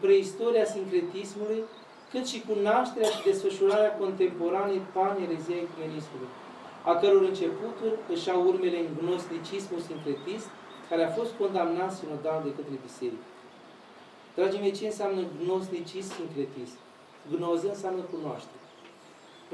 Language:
Romanian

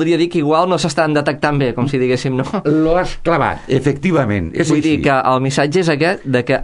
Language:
Catalan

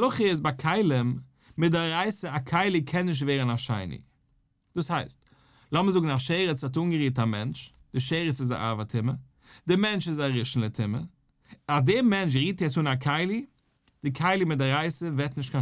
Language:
Yiddish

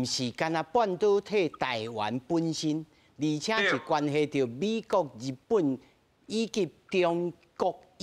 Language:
Min Nan Chinese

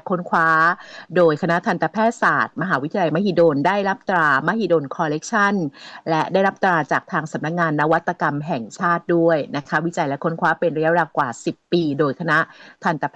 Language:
Thai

